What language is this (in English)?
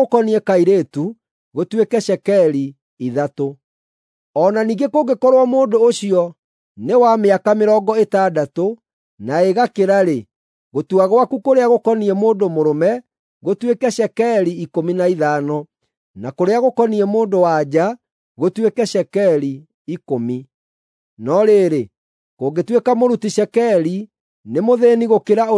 Kikuyu